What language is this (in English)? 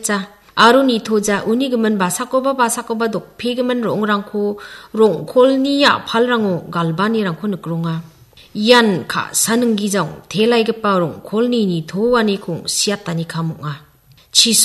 Garo